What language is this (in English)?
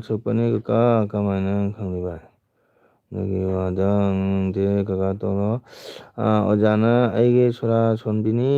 Manipuri